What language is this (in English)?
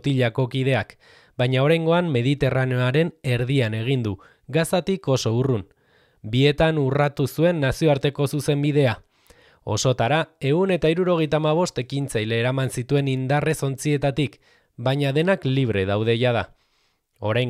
Basque